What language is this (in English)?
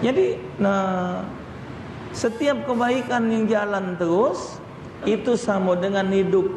Musi